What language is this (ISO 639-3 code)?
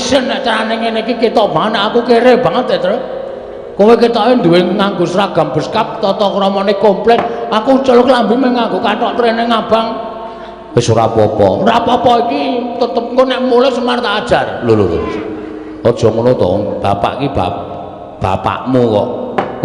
jav